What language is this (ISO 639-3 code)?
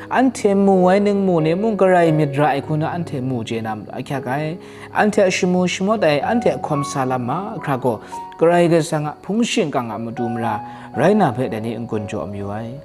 kac